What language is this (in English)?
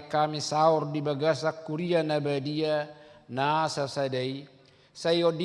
Batak Toba